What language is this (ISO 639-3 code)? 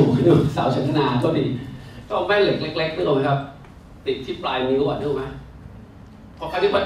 tha